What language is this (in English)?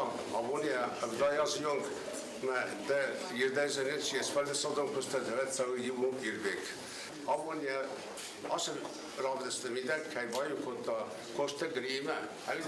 Ossetic